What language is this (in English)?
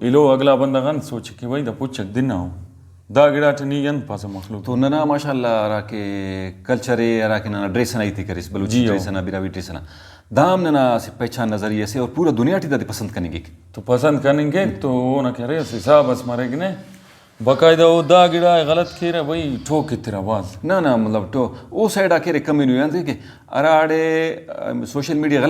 Brahui